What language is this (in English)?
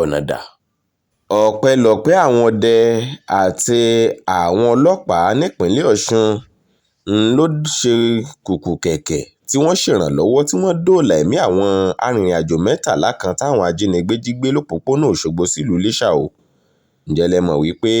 Yoruba